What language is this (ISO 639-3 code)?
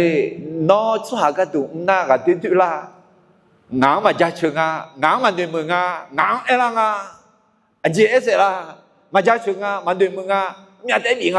ahk